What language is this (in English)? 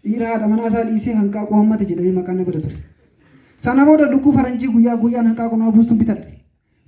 Oromo